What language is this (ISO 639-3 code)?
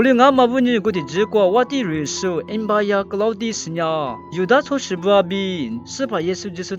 lis